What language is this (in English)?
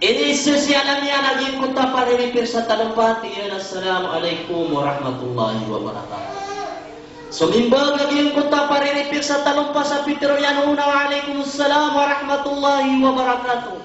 Maranao